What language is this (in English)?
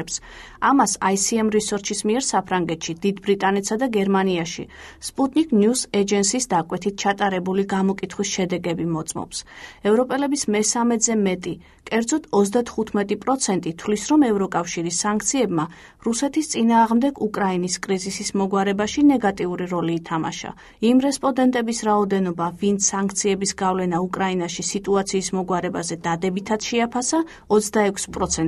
Georgian